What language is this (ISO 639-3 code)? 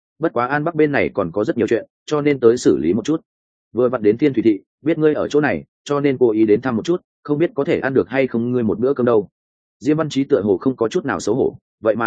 vie